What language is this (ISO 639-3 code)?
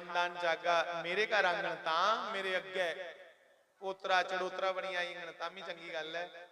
doi